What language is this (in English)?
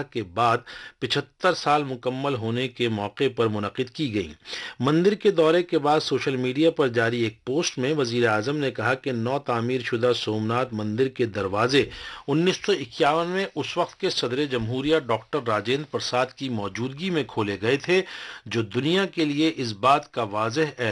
Urdu